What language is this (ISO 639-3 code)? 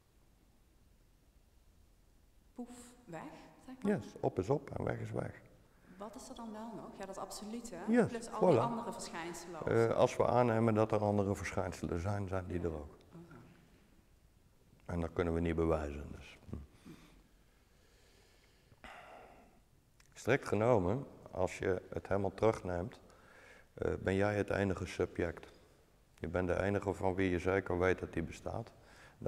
nld